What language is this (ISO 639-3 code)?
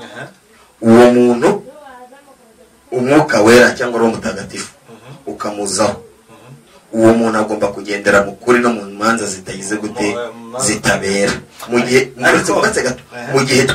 kin